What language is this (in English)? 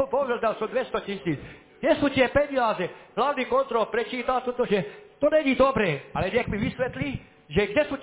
Slovak